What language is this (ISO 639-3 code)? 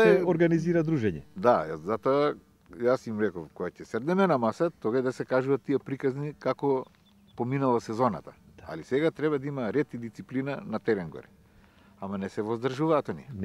mkd